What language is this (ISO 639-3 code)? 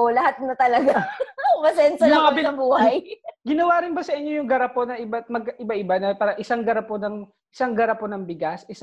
fil